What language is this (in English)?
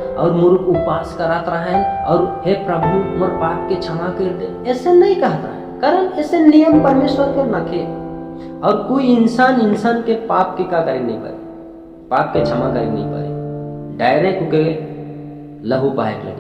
Sadri